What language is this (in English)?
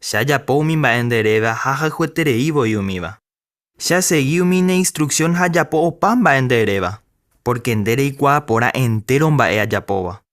Guarani